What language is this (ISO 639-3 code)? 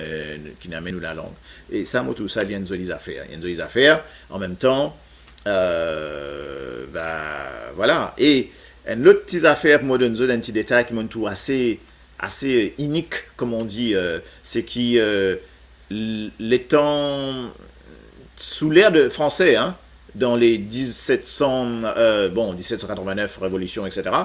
mfe